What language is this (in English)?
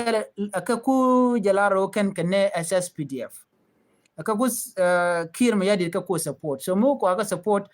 Nuer